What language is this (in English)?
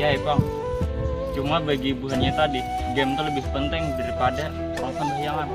Banjar